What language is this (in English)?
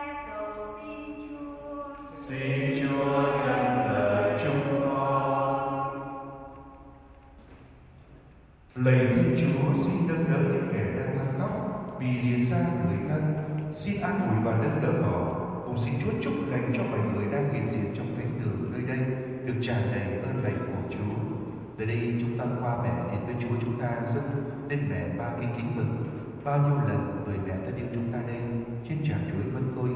Vietnamese